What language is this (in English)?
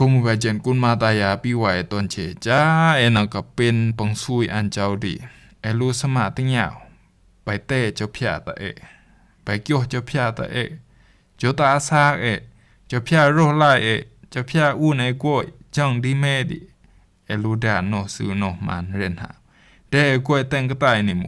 Rumai Palaung